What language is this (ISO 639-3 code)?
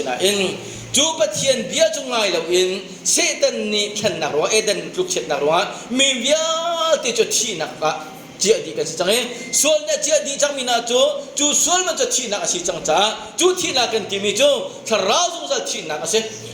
cnh